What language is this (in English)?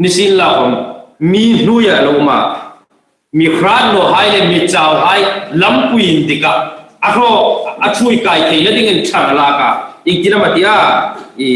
Hmar